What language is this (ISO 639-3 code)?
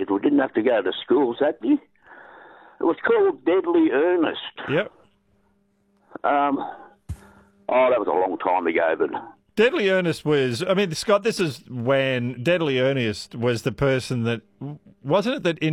eng